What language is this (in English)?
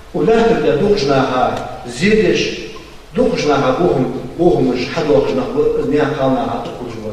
Ingush